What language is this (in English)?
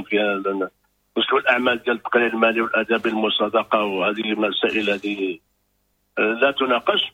Moroccan Arabic